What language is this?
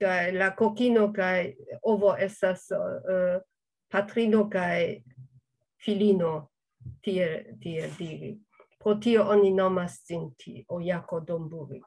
Esperanto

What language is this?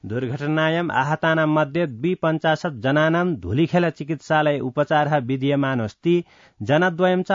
Sanskrit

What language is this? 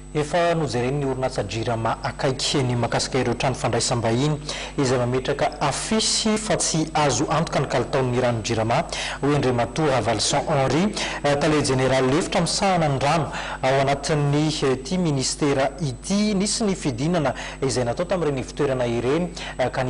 Malagasy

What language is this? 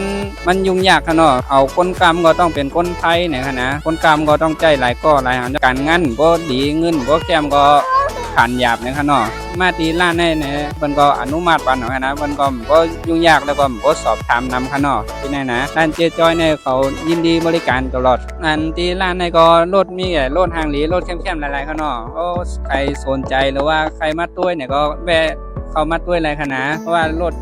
Shan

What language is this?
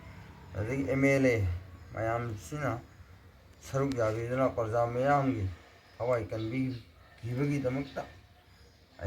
Manipuri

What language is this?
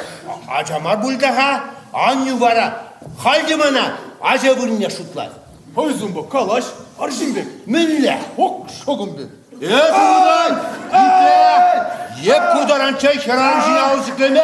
Chuvash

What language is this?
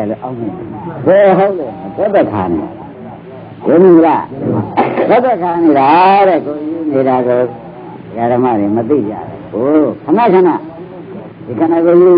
Burmese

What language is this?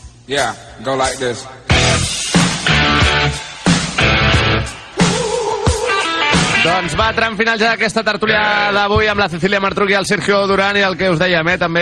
Catalan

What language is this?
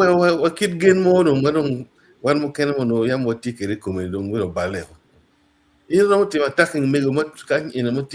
Acoli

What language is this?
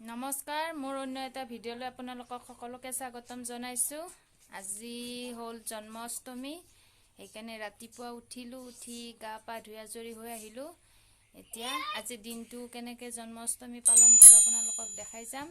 Assamese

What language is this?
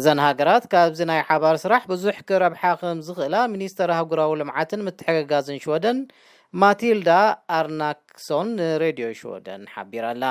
Tigrinya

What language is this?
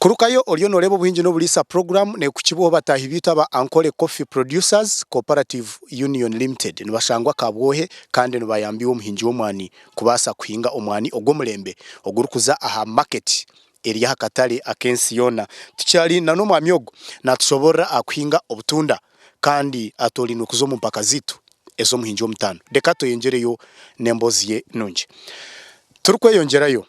Nyankole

